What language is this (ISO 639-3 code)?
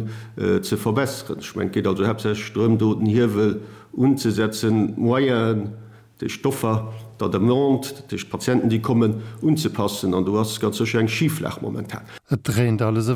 ltz